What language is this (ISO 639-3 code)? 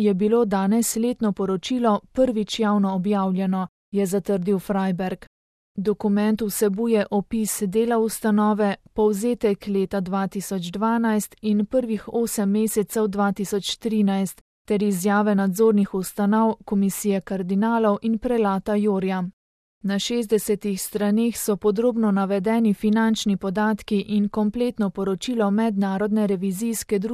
slv